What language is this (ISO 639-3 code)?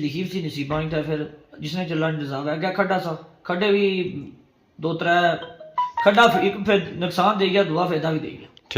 phr